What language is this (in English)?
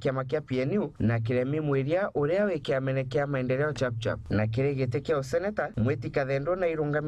Meru